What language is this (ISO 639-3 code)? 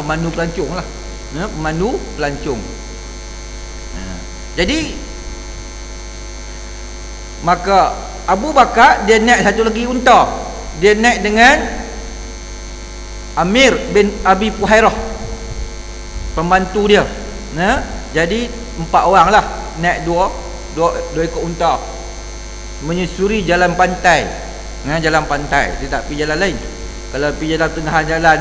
msa